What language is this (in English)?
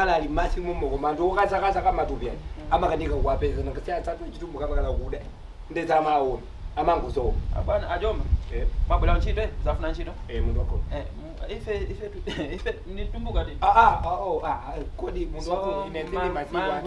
Nyanja